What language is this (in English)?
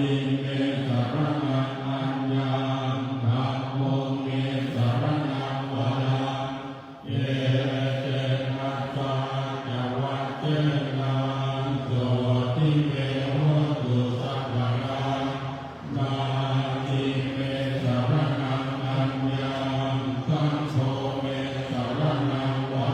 Pali